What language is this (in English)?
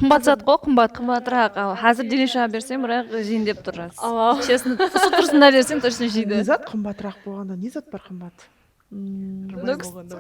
Kara-Kalpak